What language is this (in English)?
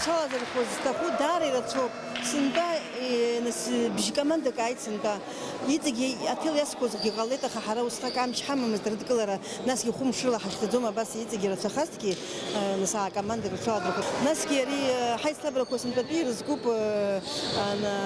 Abkhazian